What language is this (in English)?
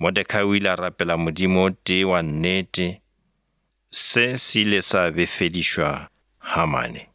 Northern Sotho